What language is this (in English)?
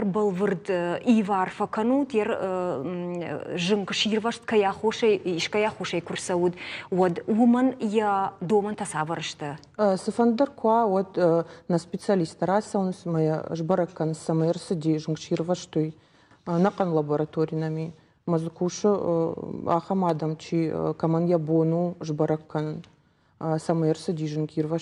Ossetic